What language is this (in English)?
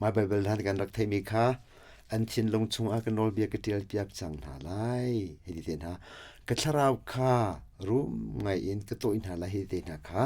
Hakha Chin